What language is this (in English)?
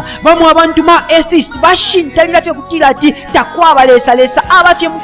Bemba